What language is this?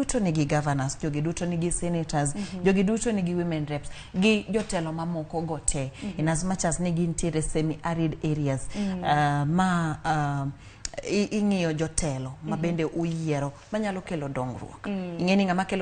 Luo (Kenya and Tanzania)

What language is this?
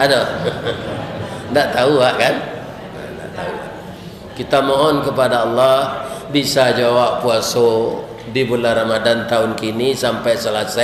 Minangkabau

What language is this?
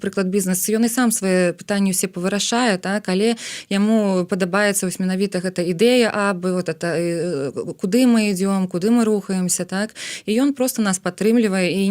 Belarusian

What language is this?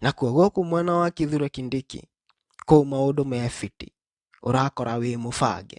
Kikuyu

